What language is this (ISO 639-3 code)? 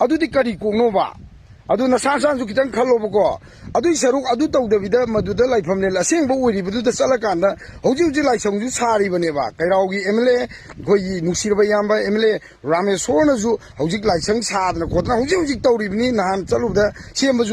mni